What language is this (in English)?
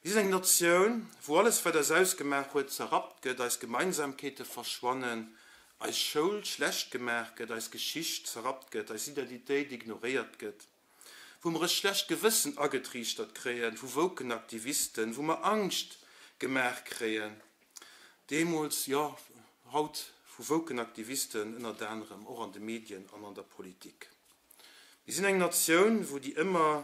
Luxembourgish